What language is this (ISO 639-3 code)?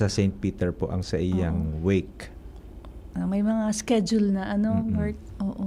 bik